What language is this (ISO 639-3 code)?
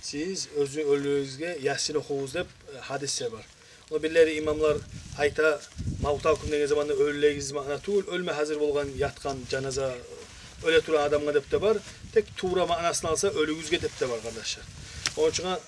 kum